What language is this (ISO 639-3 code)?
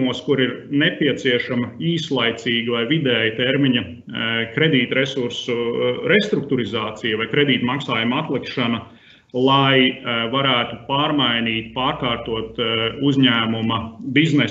lav